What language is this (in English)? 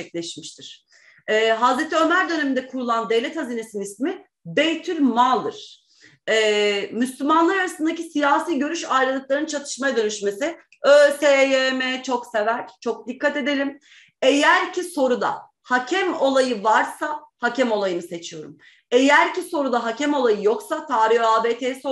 Turkish